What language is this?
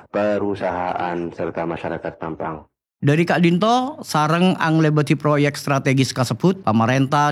Madurese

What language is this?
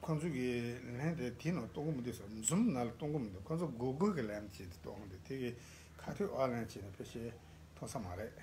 Tibetan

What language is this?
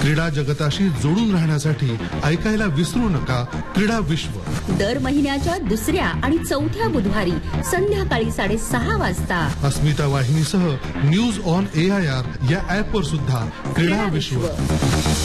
Marathi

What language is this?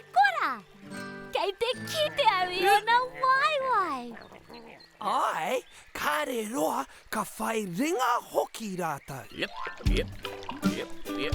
Māori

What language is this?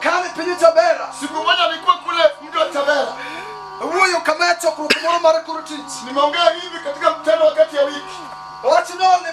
Luo (Kenya and Tanzania)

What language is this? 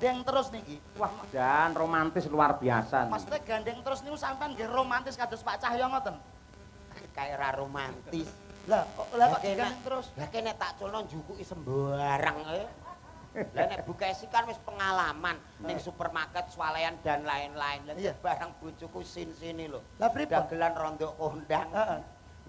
Javanese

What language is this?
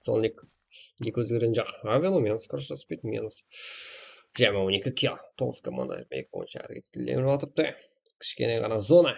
Kara-Kalpak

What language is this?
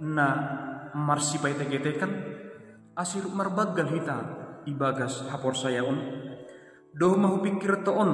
Batak Simalungun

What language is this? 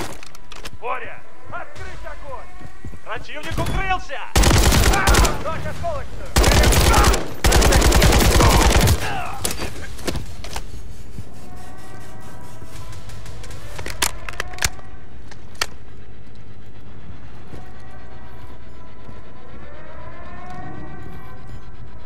Portuguese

